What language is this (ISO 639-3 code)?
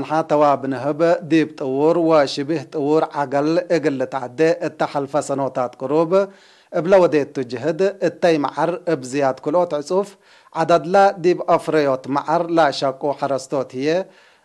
tig